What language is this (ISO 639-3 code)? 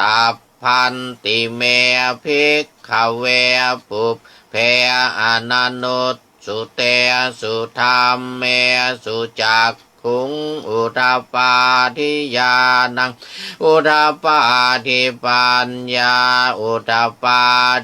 pli